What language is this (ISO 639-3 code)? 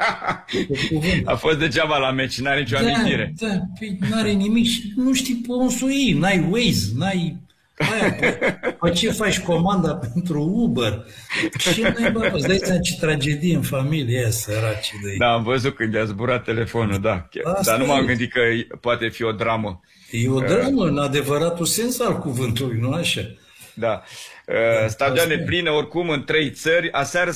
ron